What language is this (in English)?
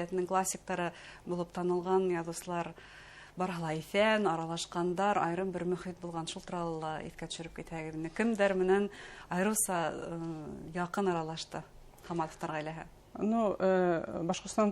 Bashkir